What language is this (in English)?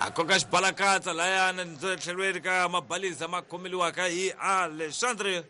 Tsonga